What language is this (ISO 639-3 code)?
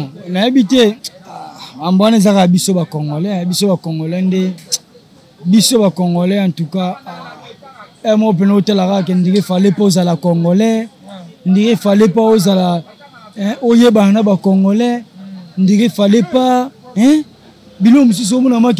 lin